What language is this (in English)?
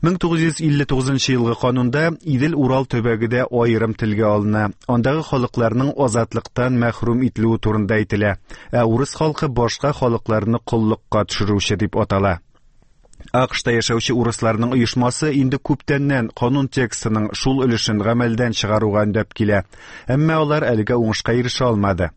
Tatar